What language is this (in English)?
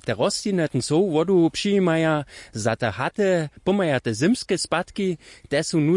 Upper Sorbian